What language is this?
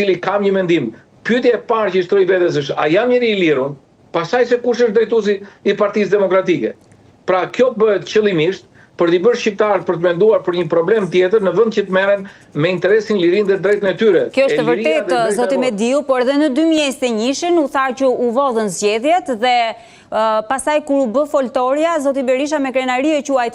Albanian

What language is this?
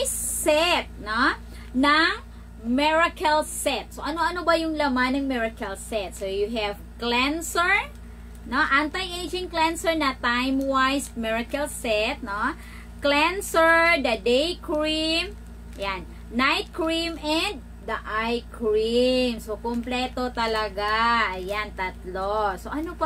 Filipino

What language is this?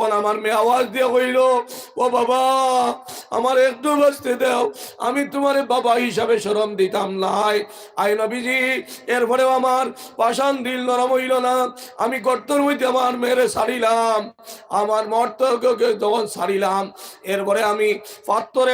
Sylheti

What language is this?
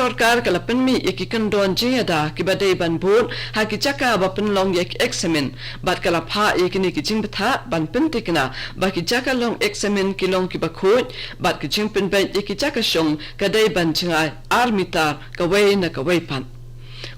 Khasi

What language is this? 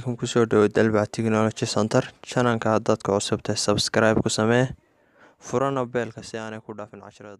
Somali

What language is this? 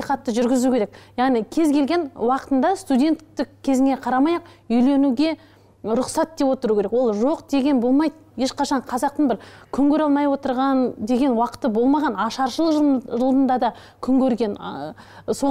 Kazakh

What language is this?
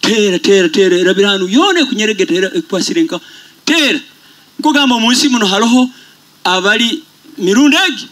Nyoro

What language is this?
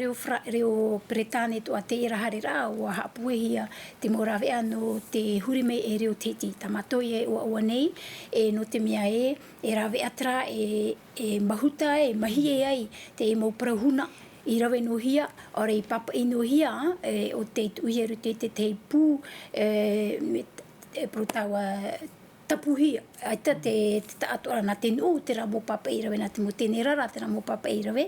Tahitian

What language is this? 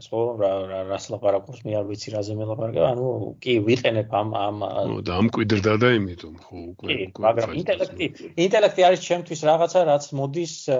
Georgian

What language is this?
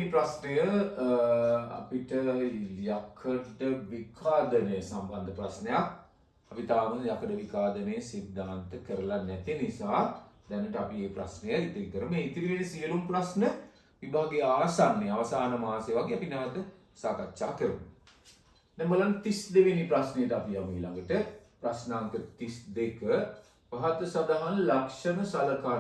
Sinhala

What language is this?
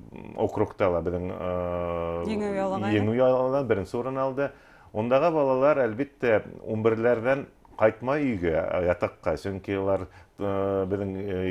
Bashkir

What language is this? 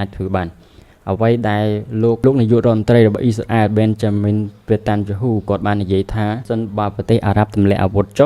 Khmer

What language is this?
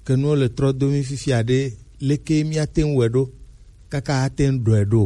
Gen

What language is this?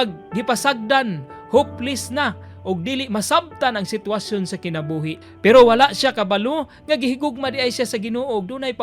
Cebuano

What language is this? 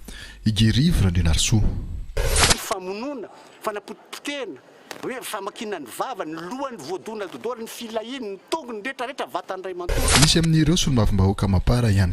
Malagasy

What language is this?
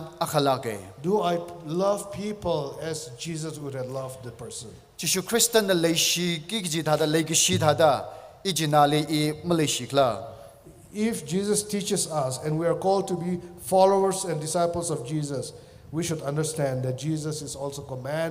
Tangkhul Naga (India)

